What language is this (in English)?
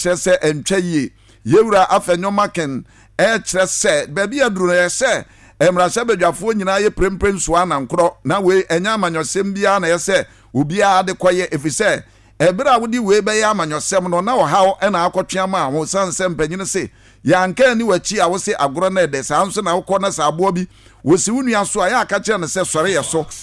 Akan